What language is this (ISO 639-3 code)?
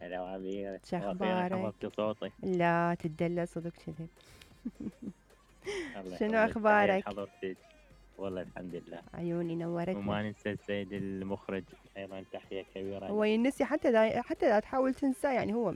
acm